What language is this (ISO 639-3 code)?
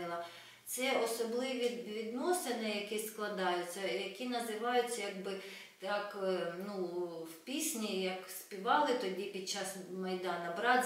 ukr